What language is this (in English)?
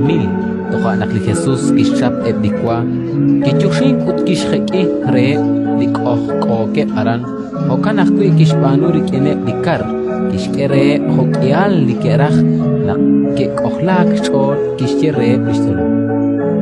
Kekchí